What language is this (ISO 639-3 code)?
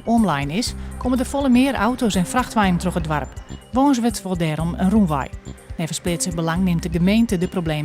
fry